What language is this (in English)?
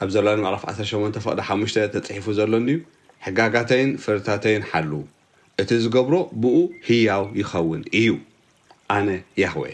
Tigrinya